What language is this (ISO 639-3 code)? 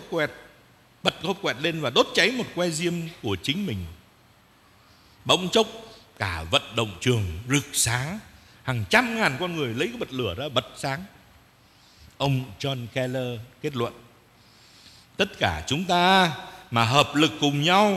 vie